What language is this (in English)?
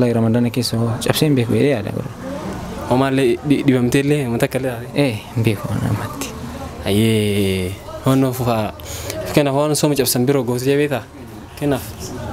Oromo